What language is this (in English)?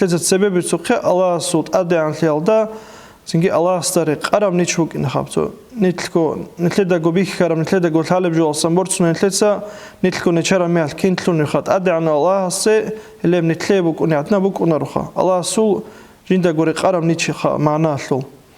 Avaric